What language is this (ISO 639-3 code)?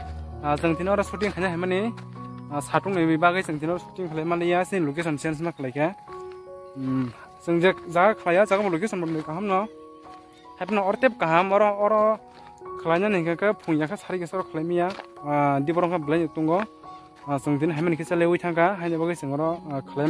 trp